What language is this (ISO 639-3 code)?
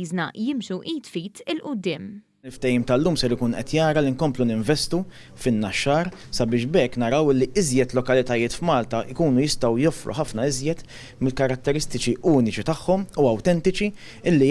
mlt